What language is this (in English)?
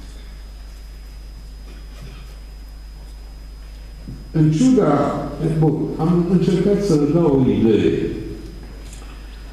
Romanian